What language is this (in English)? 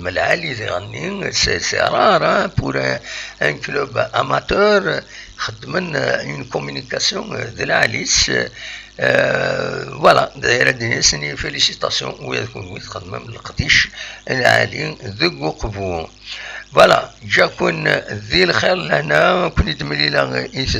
Kabyle